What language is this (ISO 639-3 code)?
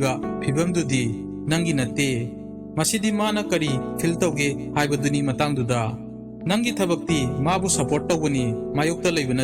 mni